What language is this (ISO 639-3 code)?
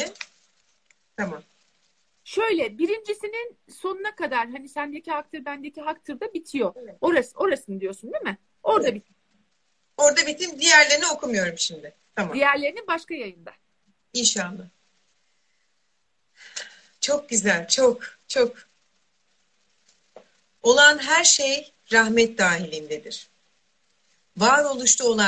tur